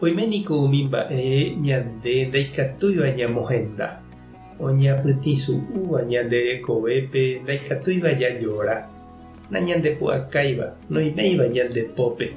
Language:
Guarani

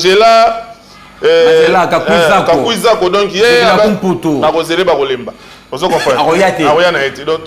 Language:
Lingala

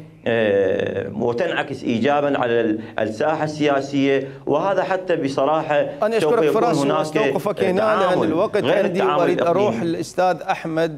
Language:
Mesopotamian Arabic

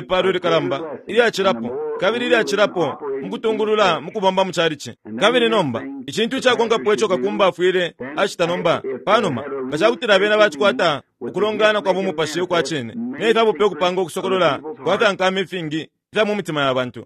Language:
Bemba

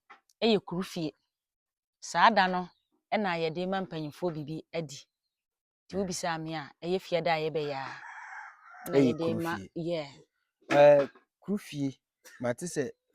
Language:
Akan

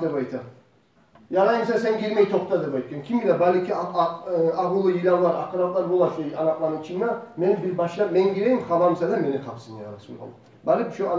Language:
Kumyk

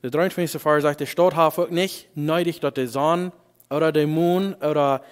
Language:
Plautdietsch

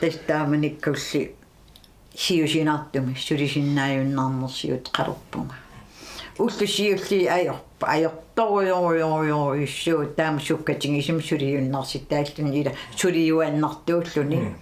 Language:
Kalaallisut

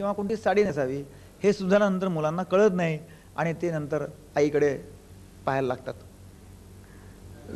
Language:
Marathi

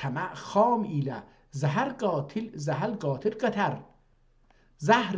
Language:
South Azerbaijani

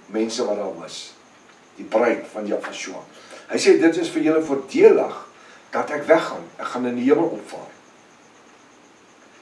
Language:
Afrikaans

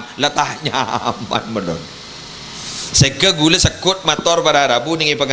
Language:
Madurese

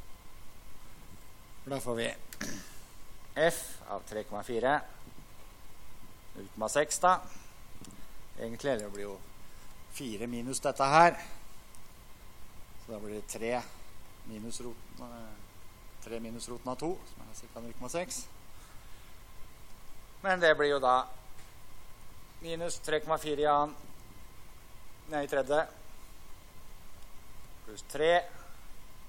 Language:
Norwegian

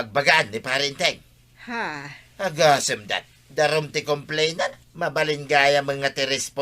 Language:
Iloko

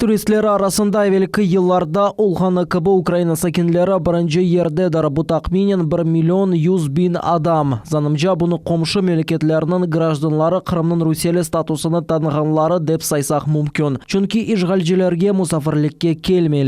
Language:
Crimean Tatar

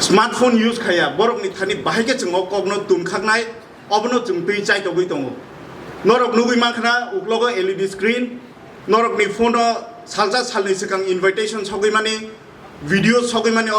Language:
Kok Borok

